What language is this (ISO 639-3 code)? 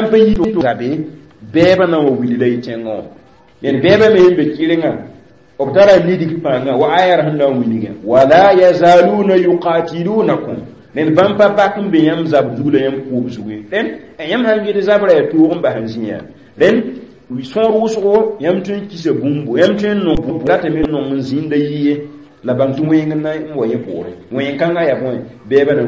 mos